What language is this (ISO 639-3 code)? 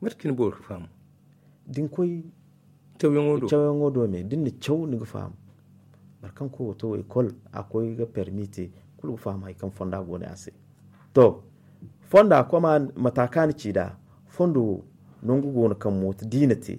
dje